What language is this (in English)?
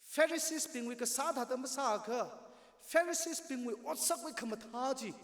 Tangkhul Naga (India)